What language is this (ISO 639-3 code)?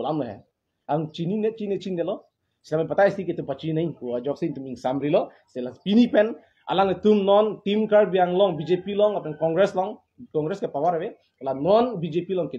mjw